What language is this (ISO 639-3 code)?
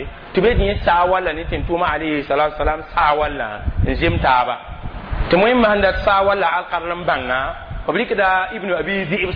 mos